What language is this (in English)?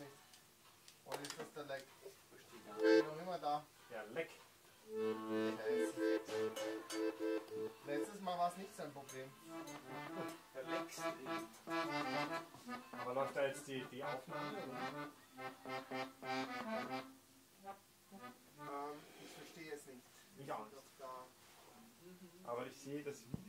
German